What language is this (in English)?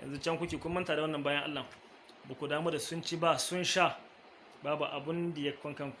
Hausa